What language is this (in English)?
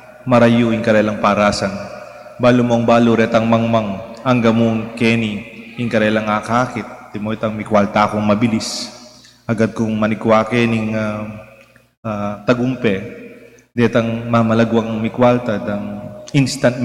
Pampanga